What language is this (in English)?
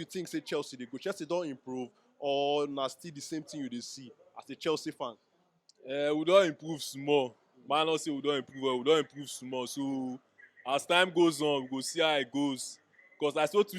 Nigerian Pidgin